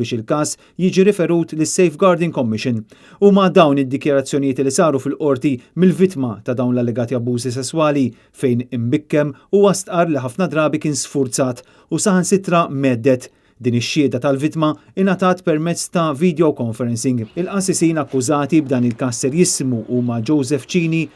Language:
Maltese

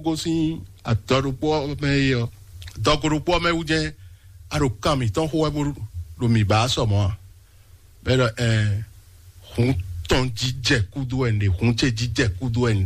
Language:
Fon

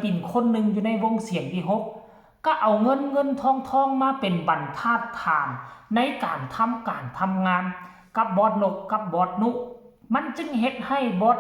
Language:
Northeastern Thai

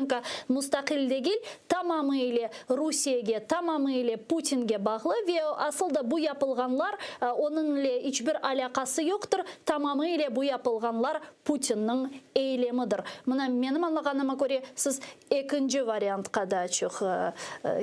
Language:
Crimean Tatar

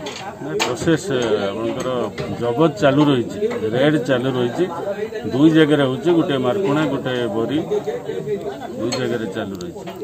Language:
Odia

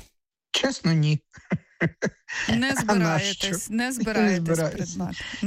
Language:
Ukrainian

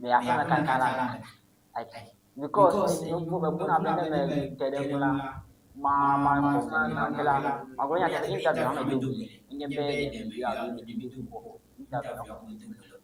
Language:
Ewe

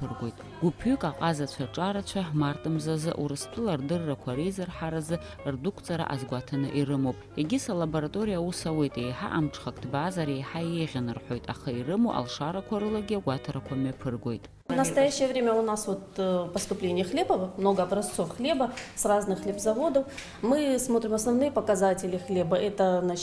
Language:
Abkhazian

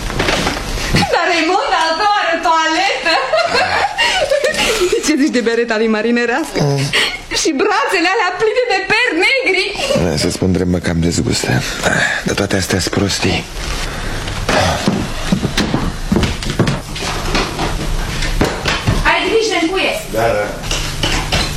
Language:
Romanian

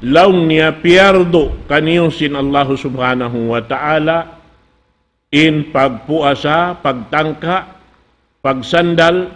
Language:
Tausug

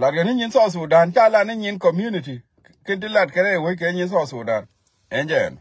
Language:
Nuer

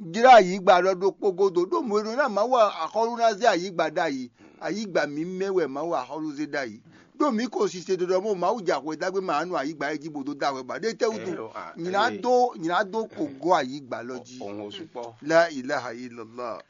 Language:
Fon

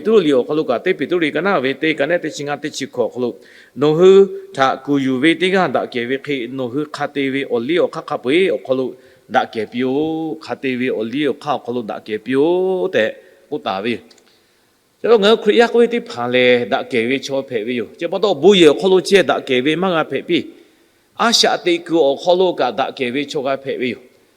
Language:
Lahu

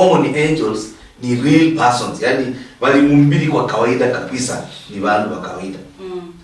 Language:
Luyia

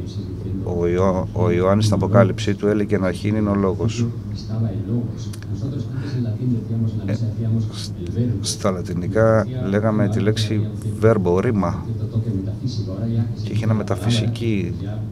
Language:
Greek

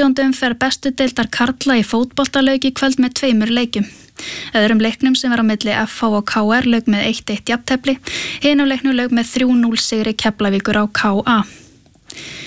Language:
Icelandic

